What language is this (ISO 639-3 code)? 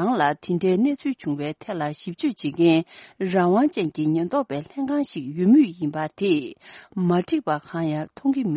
bod